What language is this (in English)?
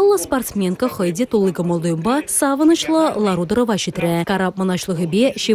Chuvash